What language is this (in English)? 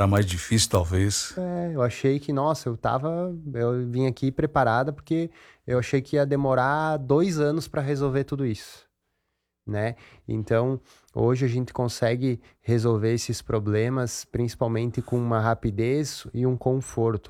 Portuguese